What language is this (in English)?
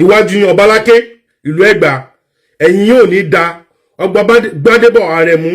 Yoruba